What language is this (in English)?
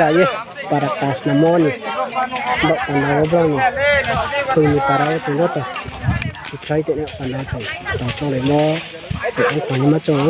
Riang (India)